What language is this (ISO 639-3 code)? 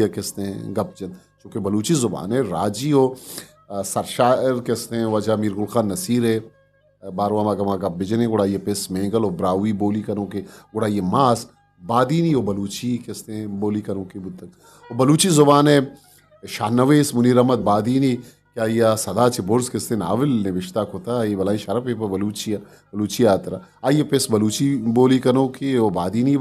bgp